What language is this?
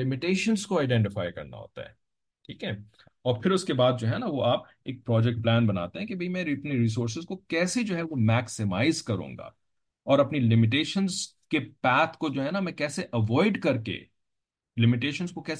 Urdu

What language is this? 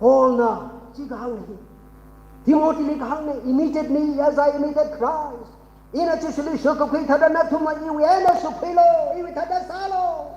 Tangkhul Naga (India)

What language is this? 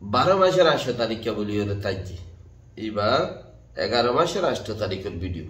Rohingya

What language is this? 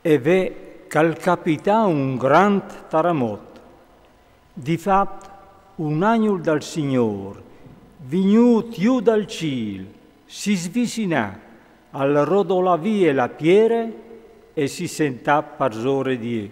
Friulian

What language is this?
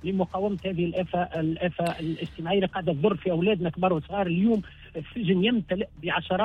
Tunisian Arabic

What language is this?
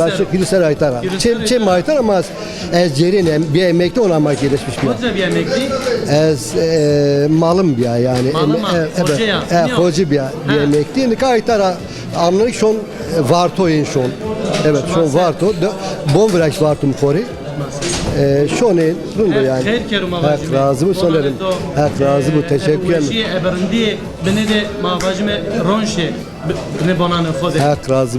Zaza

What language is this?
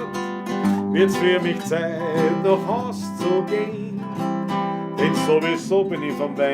Bavarian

